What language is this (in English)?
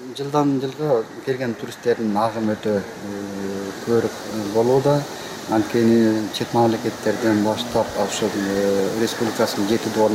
Kyrgyz